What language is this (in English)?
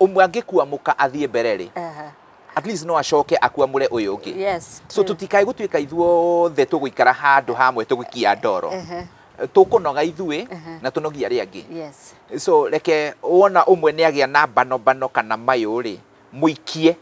Kikuyu